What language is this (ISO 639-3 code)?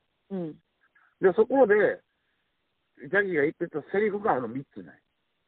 jpn